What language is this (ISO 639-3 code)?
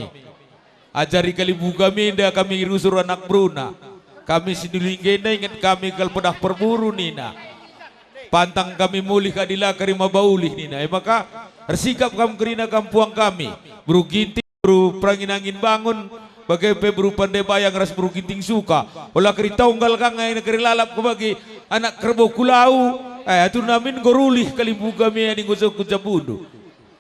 btx